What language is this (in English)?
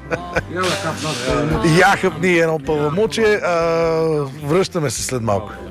Bulgarian